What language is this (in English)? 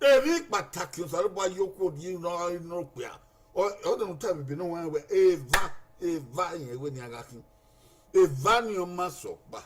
Bini